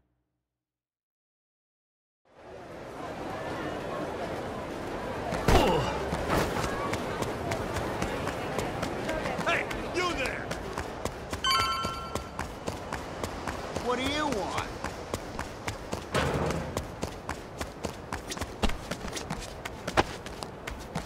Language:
Japanese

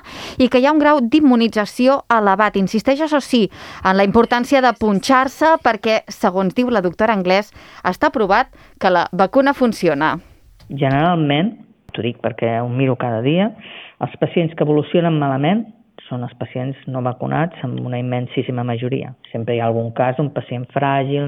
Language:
Catalan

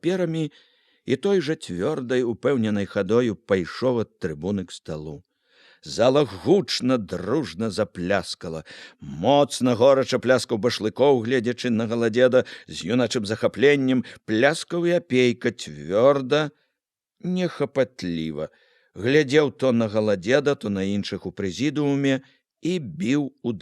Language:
Belarusian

